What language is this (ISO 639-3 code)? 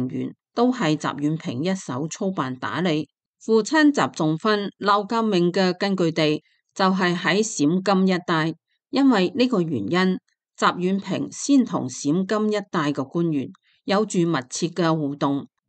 yue